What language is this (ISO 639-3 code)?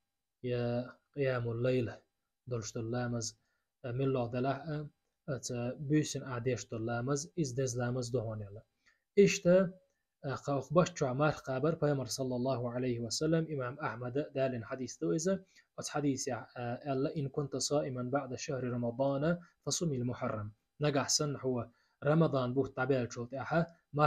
che